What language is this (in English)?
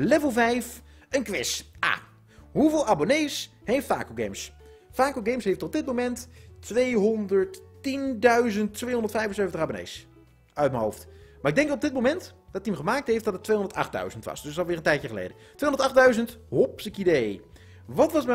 Dutch